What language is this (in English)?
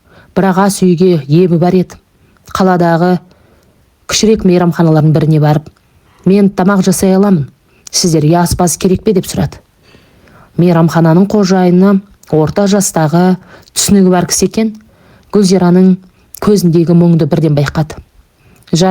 Kazakh